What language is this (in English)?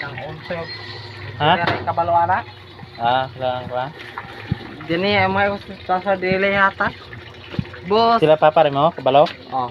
Cebuano